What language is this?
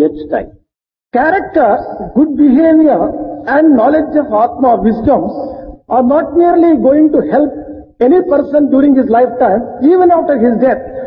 Telugu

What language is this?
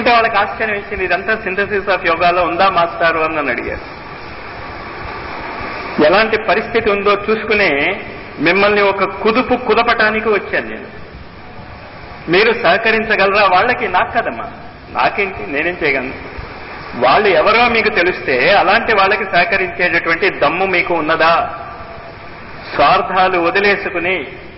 Telugu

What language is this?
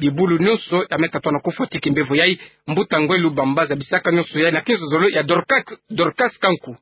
Kituba (Democratic Republic of Congo)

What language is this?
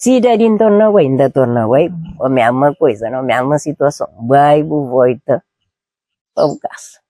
Kabuverdianu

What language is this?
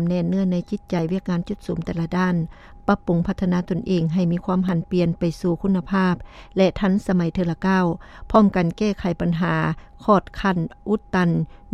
Lao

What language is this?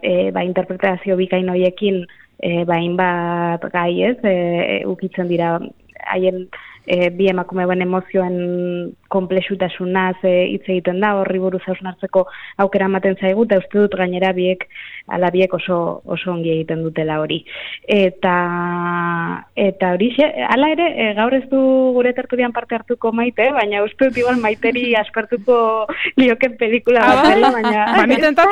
Basque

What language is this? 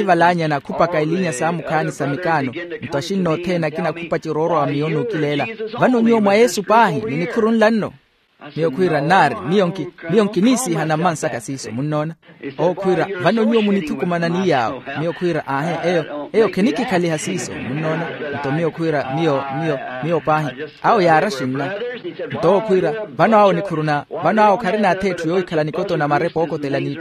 Makhuwa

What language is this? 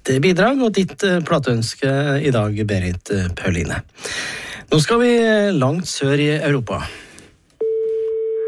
Norwegian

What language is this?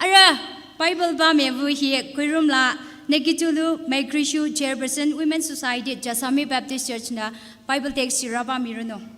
Tangkhul Naga (India)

